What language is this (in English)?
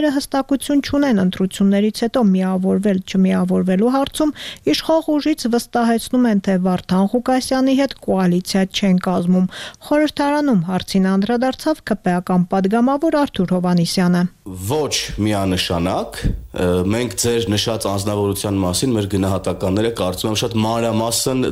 Armenian